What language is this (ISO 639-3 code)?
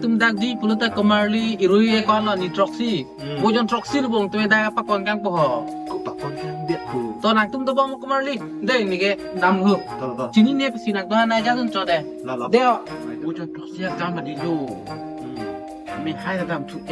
mjw